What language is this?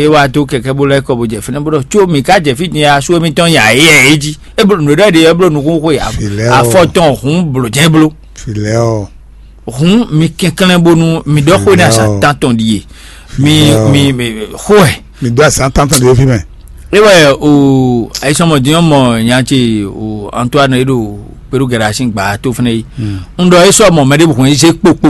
Fon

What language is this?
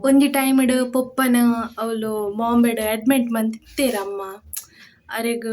Tulu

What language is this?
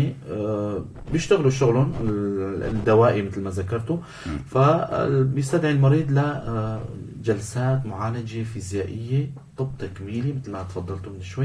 North Levantine Arabic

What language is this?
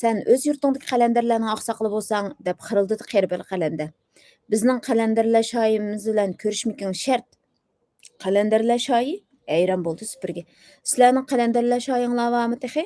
Uyghur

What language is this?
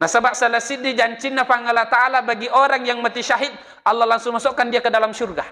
Buginese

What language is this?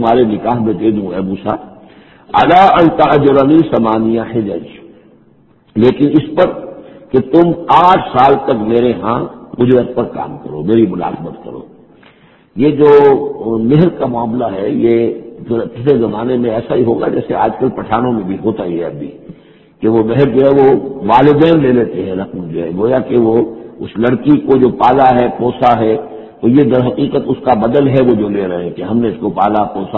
Urdu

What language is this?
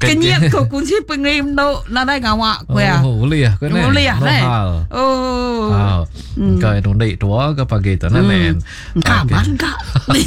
Iban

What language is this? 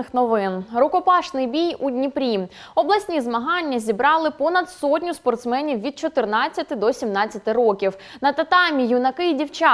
Ukrainian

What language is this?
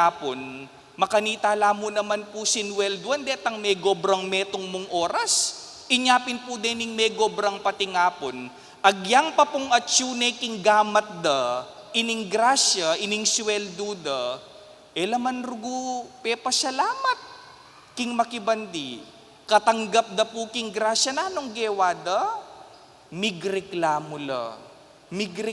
Pampanga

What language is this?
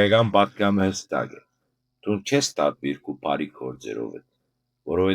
Western Armenian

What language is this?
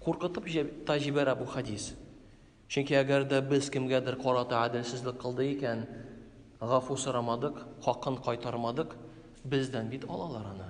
Tatar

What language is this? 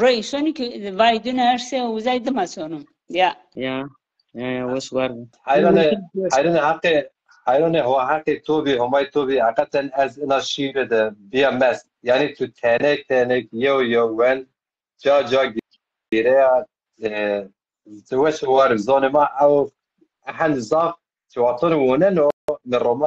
Zaza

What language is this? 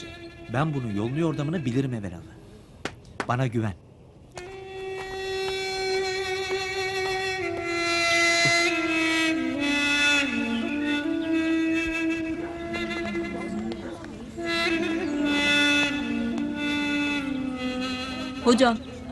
Turkish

